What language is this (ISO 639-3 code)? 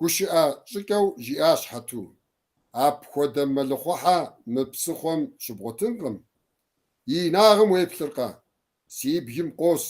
kbd